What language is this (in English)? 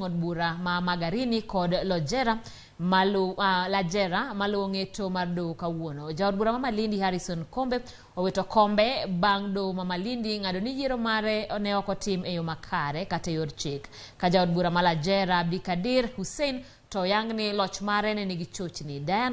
Luo (Kenya and Tanzania)